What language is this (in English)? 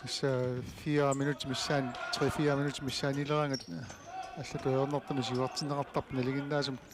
Kalaallisut